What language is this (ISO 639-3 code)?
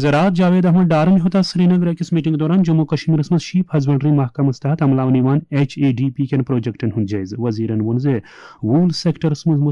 kas